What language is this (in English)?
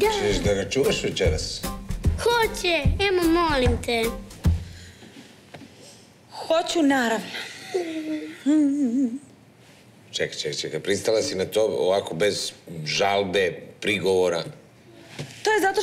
Serbian